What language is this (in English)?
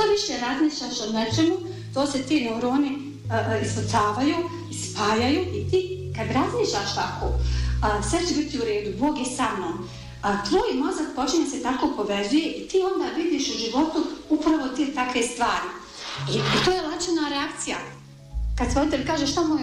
Bosnian